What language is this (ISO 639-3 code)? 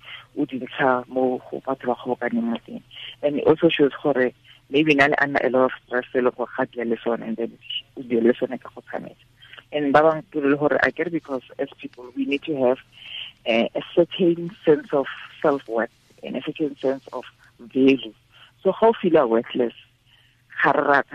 tsn